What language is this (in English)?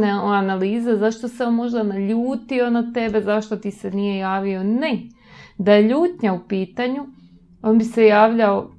Croatian